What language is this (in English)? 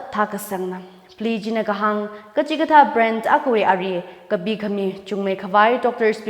Tangkhul Naga (India)